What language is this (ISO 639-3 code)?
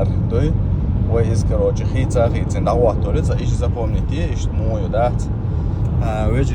che